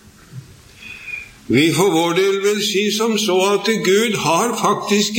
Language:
Norwegian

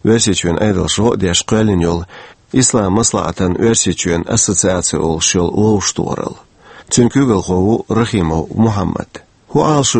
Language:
Chechen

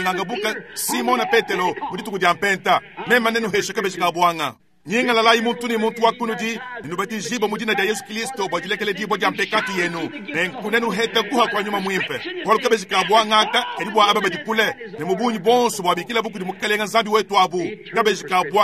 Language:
Luba-Lulua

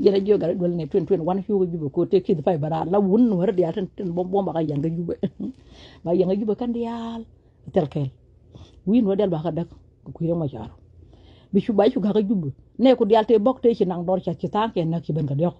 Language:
Nuer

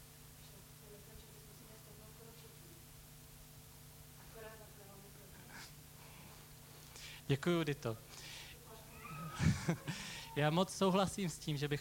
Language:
Czech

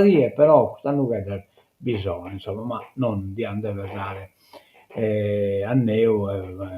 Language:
Sardinian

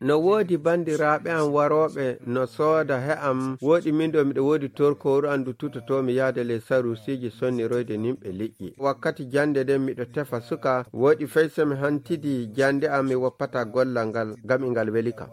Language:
Nigerian Fulfulde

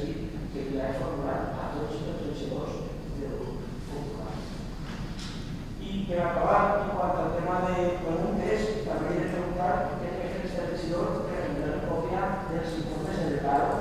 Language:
Catalan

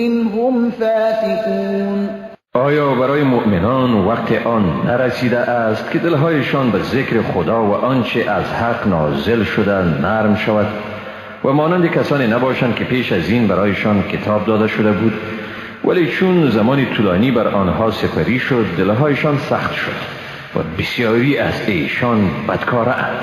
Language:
Persian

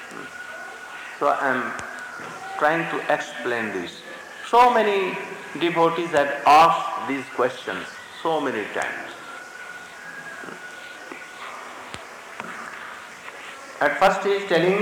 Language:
Hindi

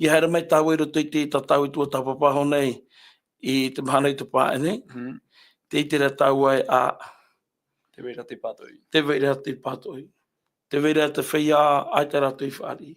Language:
Tahitian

